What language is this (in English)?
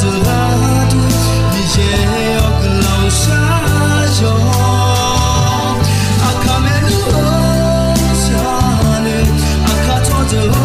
Akha